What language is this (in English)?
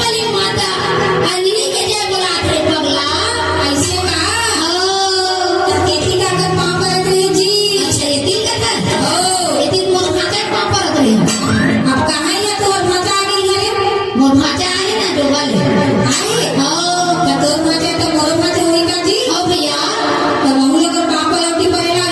Chhattisgarhi